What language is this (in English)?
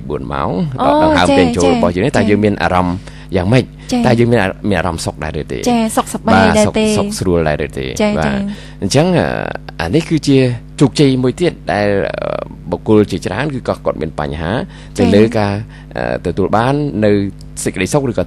Khmer